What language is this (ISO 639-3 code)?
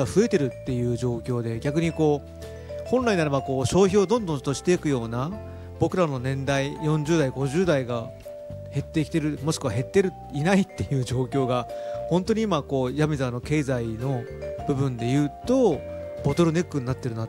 jpn